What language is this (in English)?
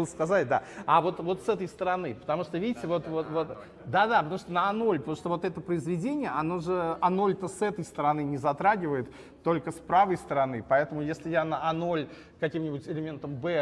Russian